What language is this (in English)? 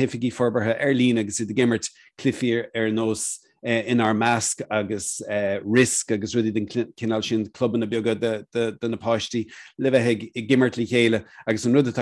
Irish